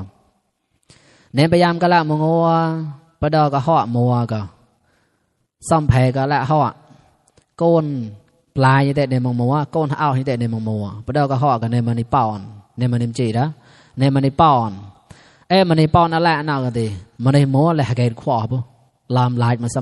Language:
Mon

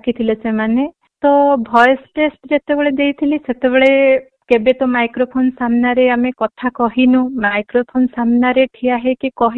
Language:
Odia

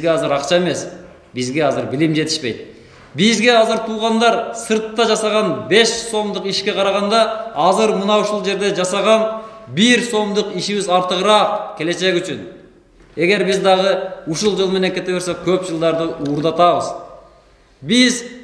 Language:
Kyrgyz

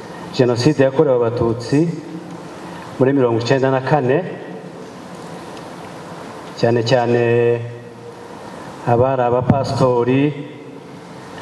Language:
Kinyarwanda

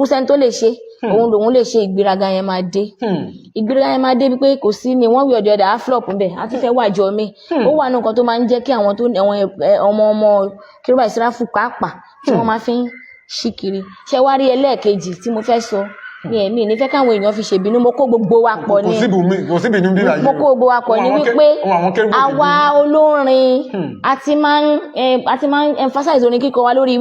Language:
Yoruba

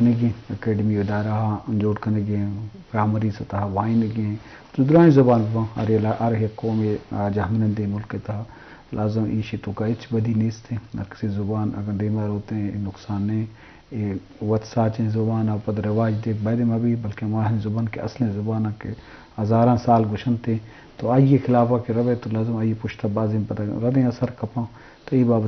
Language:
Eastern Balochi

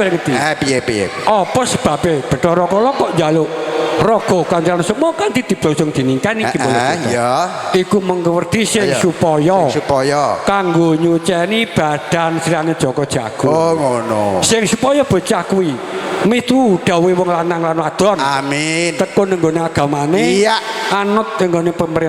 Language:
Javanese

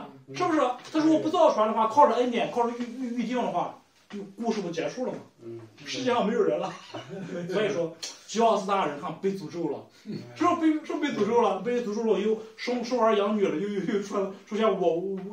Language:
Chinese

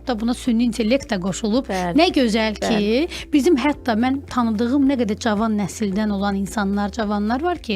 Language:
Azerbaijani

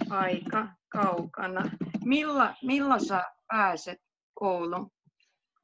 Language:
Finnish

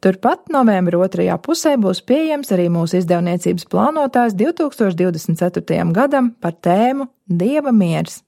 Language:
Latvian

